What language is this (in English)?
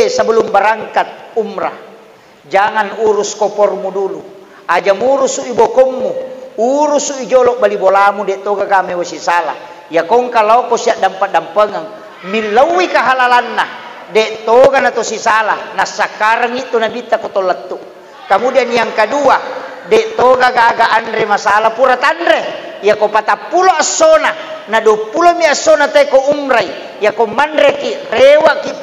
Buginese